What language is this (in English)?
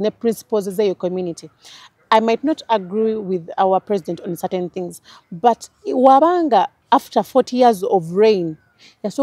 Ganda